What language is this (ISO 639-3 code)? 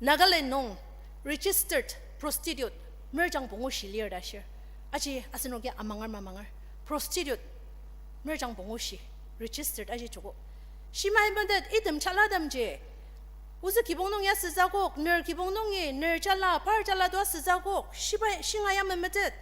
njo